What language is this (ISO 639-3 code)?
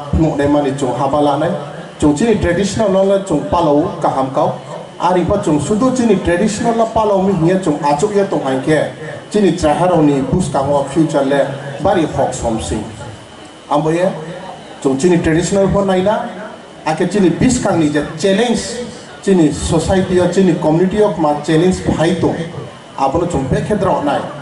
ria